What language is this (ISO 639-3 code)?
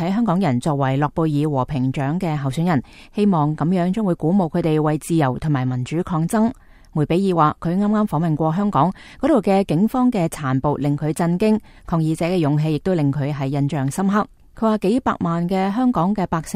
yue